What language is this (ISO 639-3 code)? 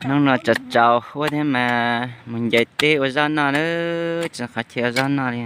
hmn